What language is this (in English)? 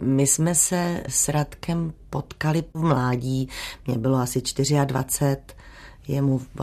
Czech